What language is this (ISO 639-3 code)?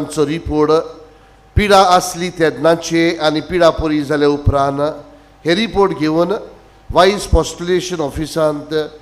kok